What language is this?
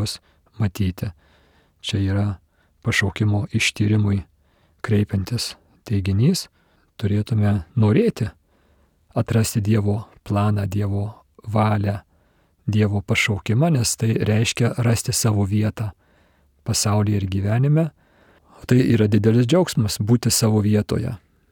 Lithuanian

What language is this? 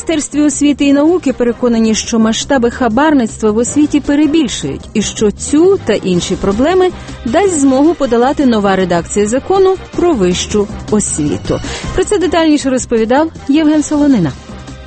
Ukrainian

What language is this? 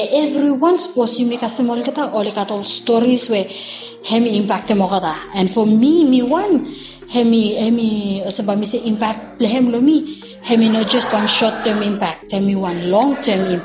Bislama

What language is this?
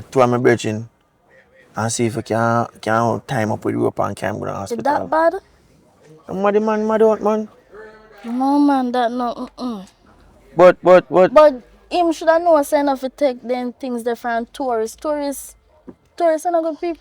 Jamaican Creole English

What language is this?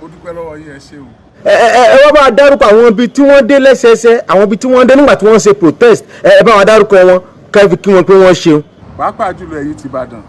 Yoruba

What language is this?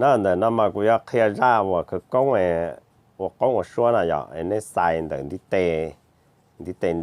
Hmong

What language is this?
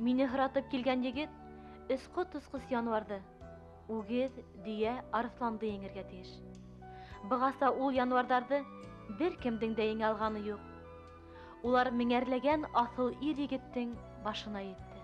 Bashkir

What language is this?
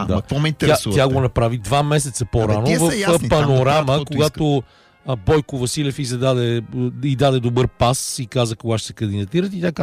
Bulgarian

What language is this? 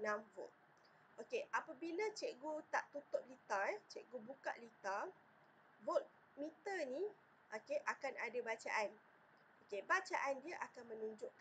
Malay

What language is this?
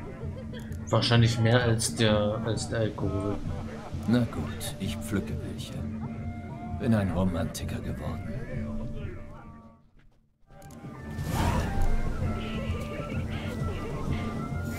German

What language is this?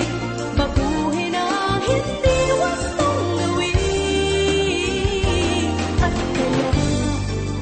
Filipino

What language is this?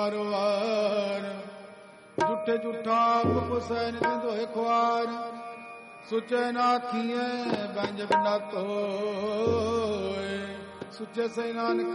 Punjabi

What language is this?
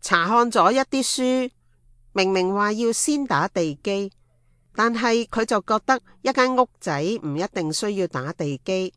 Cantonese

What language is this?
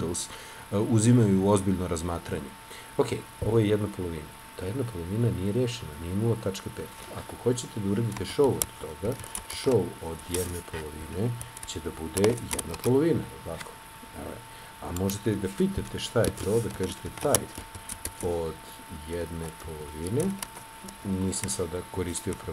Serbian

